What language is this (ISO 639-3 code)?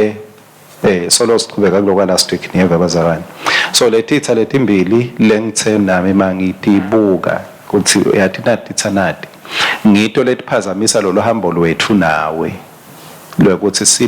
ssw